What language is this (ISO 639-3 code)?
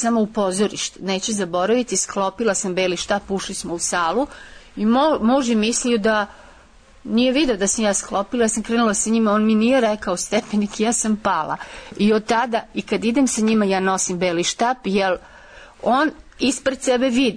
srp